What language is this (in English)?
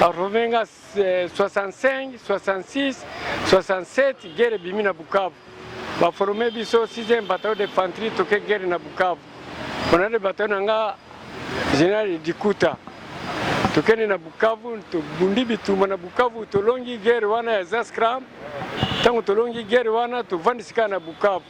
Lingala